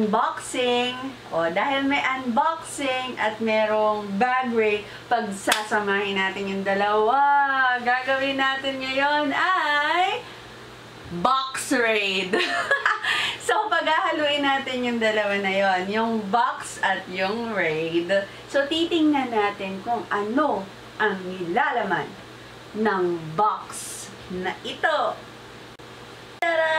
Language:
Filipino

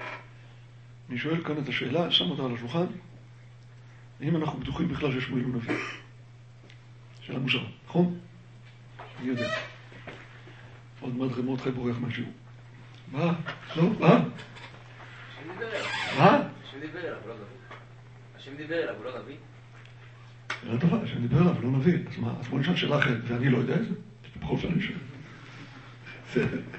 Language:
Hebrew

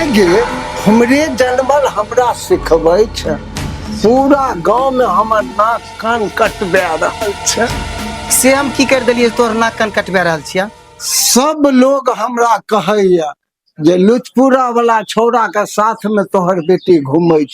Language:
Maithili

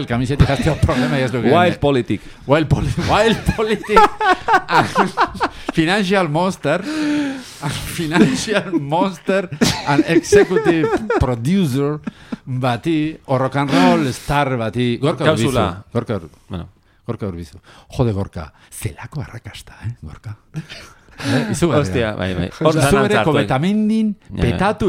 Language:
Basque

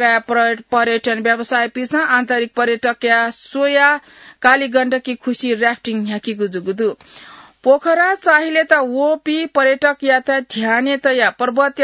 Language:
Newari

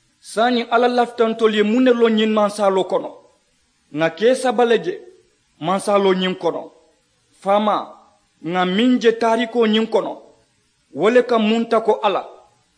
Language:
Mandingo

